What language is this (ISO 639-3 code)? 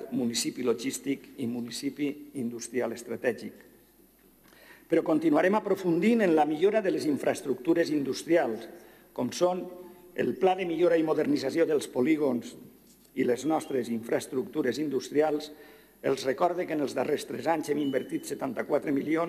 cat